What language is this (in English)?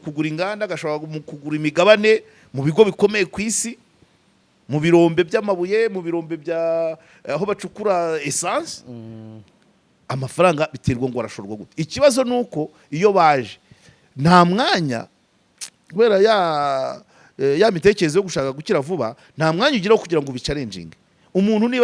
Kinyarwanda